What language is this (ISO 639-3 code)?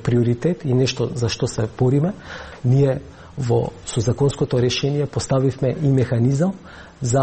mkd